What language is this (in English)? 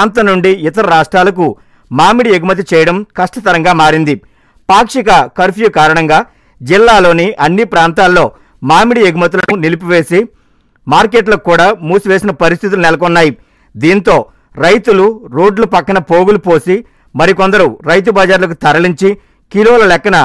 Telugu